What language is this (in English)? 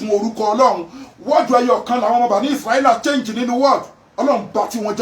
Yoruba